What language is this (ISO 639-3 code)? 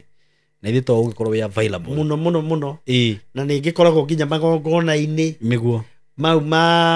kik